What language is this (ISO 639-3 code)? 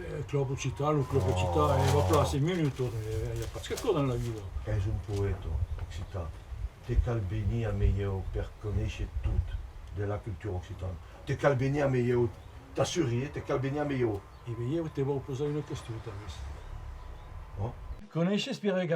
oci